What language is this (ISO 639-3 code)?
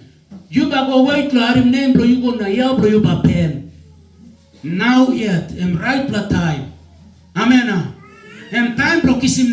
tpi